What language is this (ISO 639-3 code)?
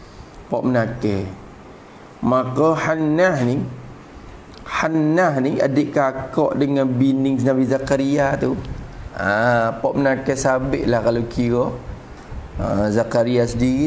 msa